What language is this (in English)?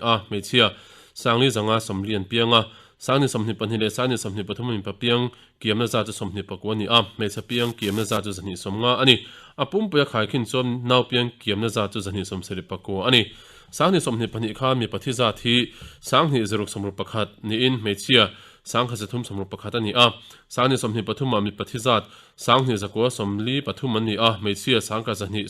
Mizo